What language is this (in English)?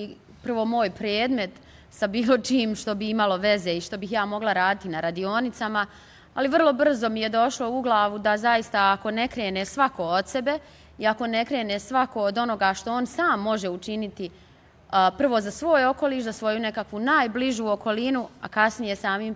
Bosnian